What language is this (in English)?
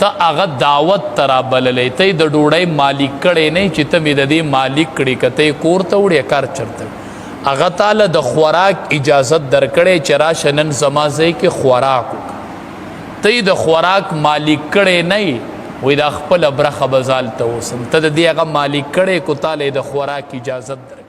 Pashto